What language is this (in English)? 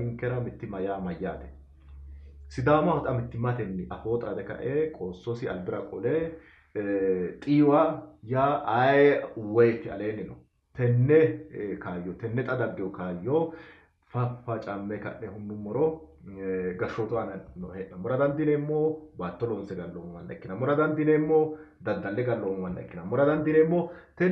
Sidamo